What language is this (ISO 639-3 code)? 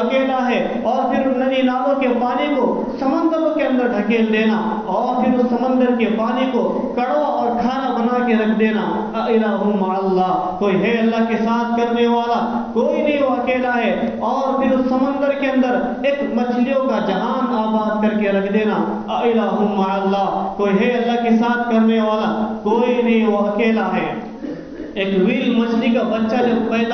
urd